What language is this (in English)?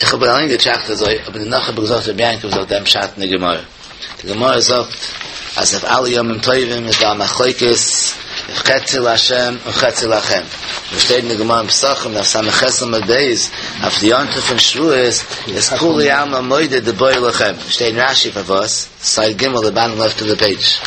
Yiddish